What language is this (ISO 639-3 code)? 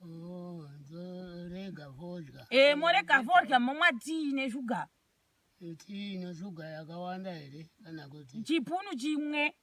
sna